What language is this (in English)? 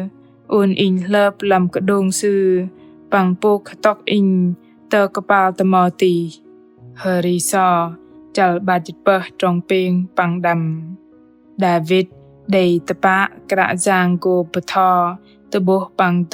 Bahnar